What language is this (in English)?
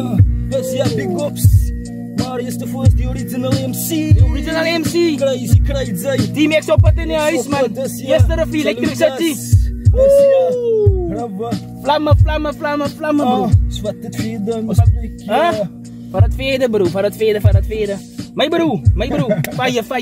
Afrikaans